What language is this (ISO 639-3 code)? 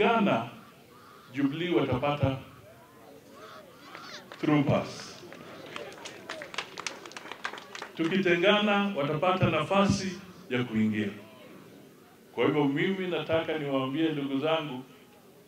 swa